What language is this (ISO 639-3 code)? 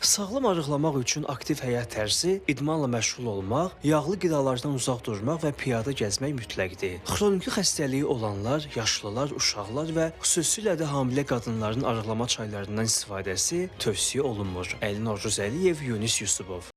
aze